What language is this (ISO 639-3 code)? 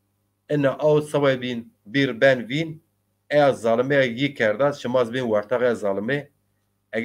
zza